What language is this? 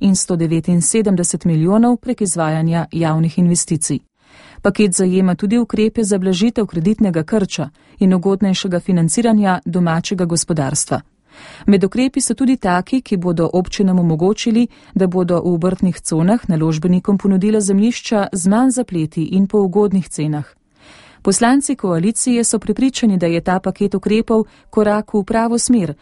Slovenian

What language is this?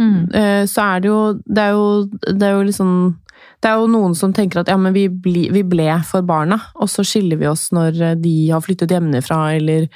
Norwegian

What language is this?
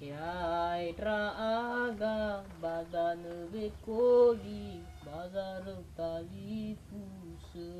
Nias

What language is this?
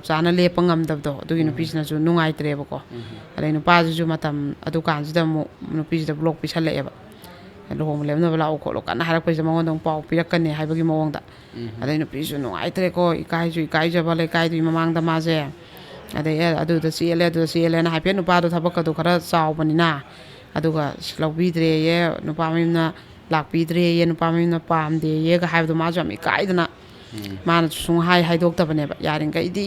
Manipuri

